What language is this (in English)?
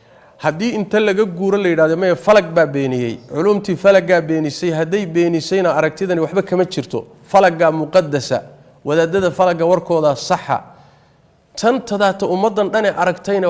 Somali